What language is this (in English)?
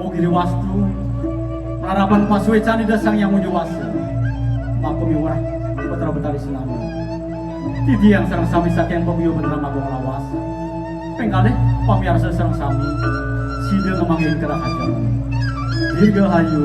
Balinese